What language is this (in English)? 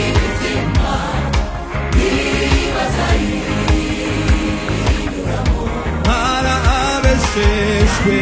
Kinyarwanda